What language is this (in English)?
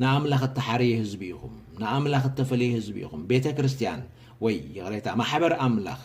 Tigrinya